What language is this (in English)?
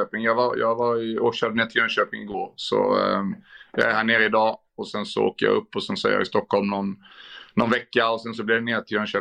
Swedish